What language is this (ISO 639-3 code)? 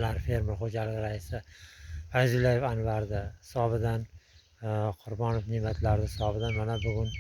uzb